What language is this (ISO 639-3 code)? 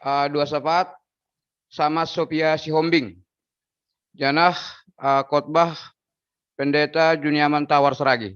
bts